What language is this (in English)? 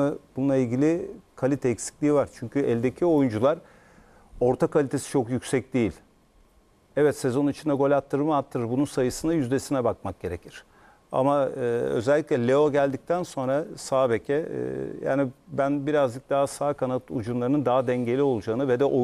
Turkish